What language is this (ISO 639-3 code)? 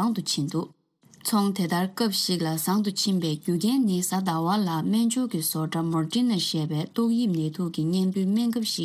bod